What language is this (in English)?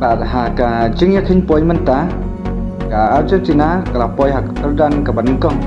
Khasi